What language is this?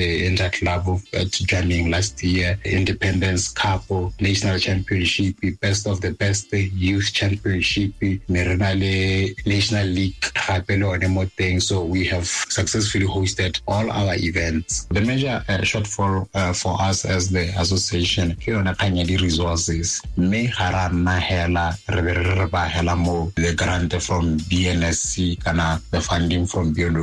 Tswana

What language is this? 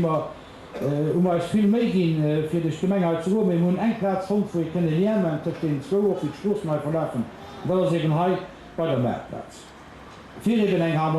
Luxembourgish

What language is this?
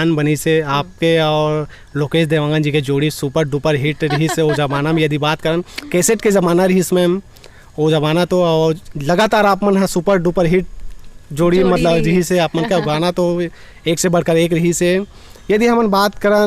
Chhattisgarhi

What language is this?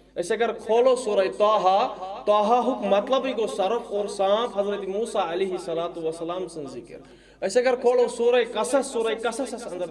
Kashmiri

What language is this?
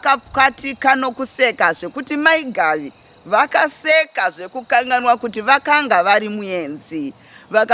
Shona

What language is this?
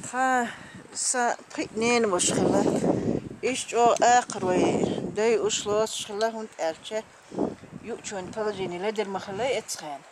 Chechen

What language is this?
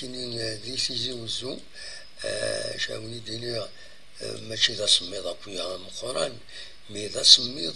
Kabyle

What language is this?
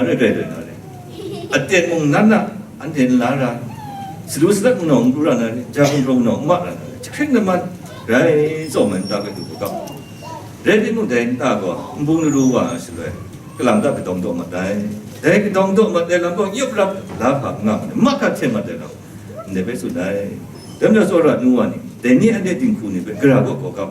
Kachin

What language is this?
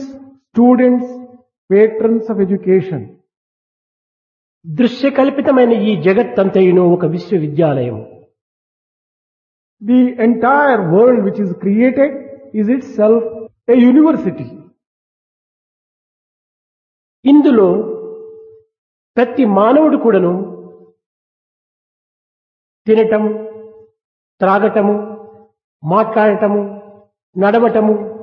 Telugu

